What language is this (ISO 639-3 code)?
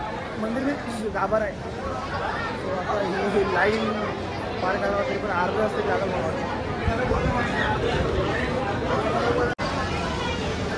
mar